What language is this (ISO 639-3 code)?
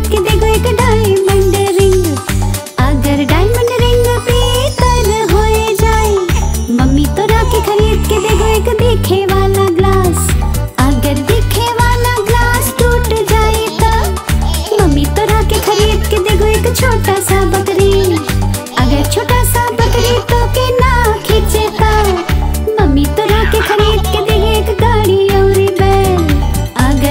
bho